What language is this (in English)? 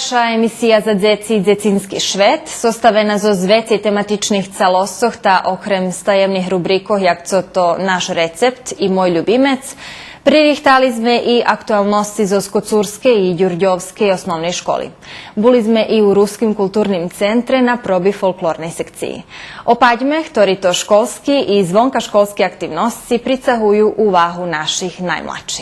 Rusyn